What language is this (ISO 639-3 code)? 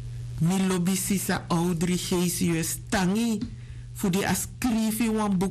srn